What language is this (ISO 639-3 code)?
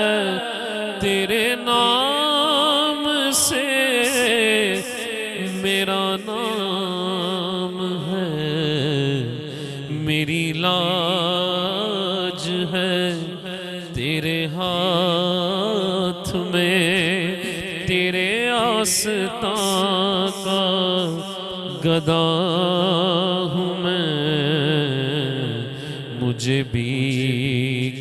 urd